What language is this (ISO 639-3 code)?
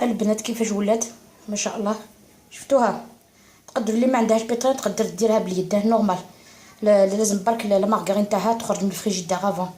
arq